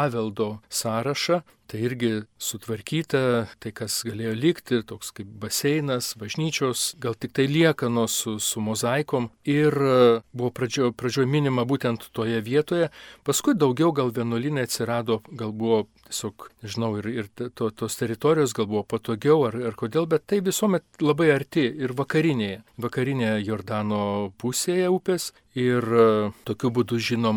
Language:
Lithuanian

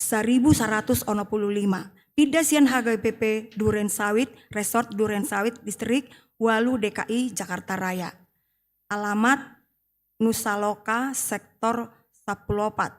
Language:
Batak Toba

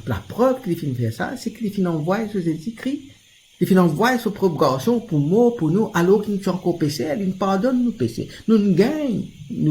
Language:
Morisyen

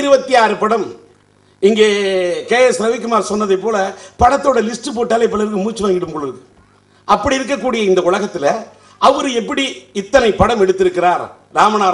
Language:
Tamil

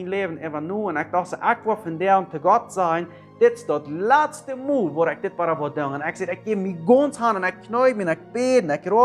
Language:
Plautdietsch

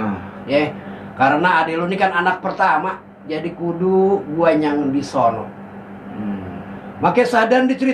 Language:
Betawi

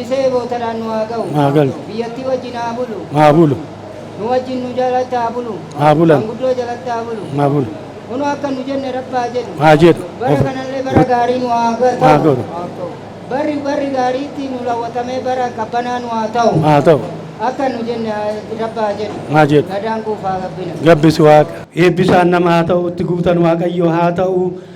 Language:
Oromo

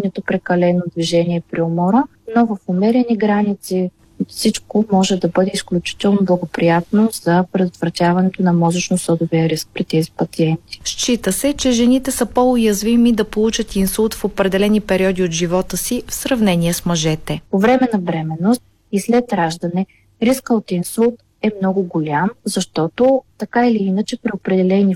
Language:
Bulgarian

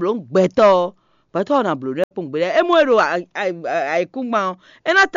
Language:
Fon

